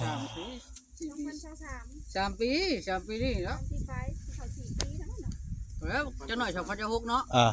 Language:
Northeastern Thai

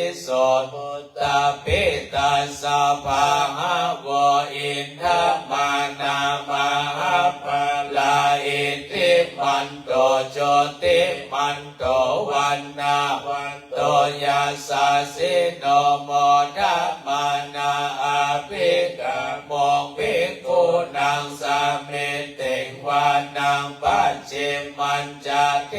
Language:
Pali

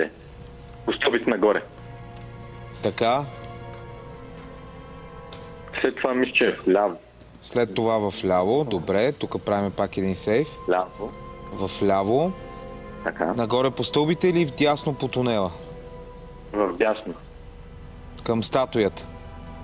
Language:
Bulgarian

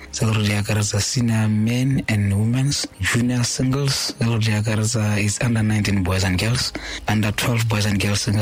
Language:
Tswana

